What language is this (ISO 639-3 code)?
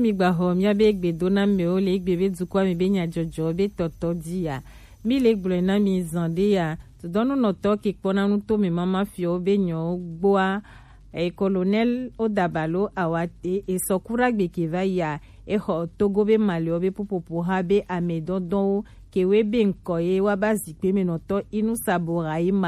gej